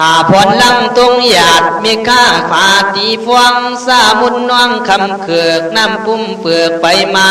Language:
Khün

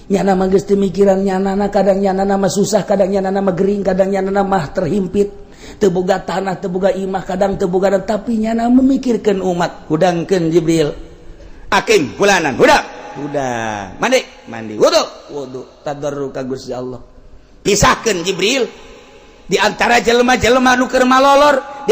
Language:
Sundanese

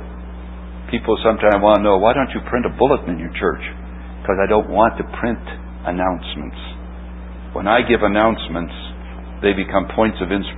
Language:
English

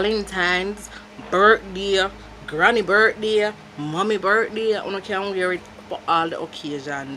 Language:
Jamaican Creole English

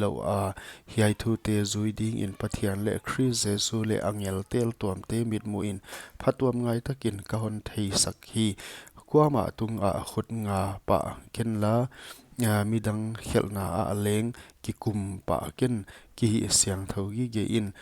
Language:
Paite Chin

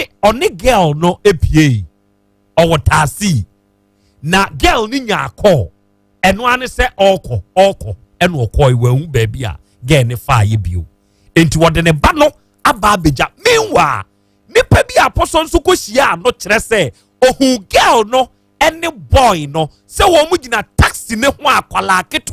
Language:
Akan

